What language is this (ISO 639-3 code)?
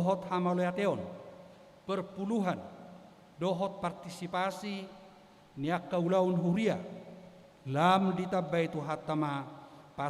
bbc